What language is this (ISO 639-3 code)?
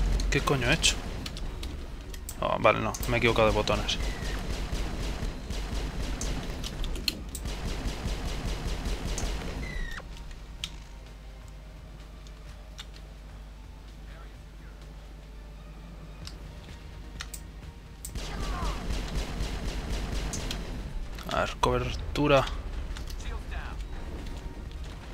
spa